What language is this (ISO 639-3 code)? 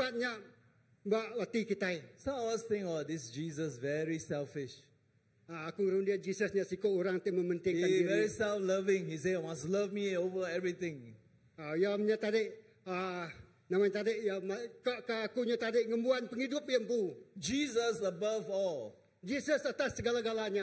iba